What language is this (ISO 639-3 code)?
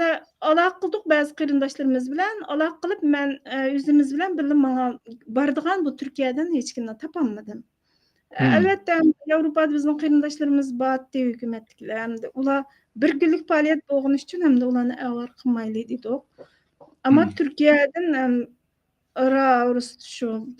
uig